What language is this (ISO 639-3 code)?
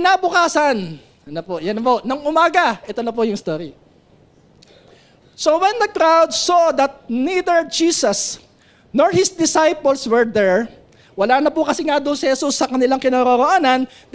fil